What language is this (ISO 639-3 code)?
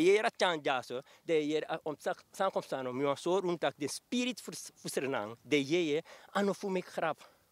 srn